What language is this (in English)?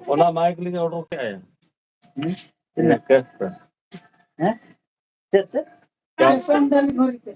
Santali